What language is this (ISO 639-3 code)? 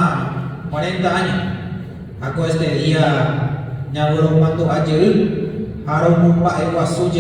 grn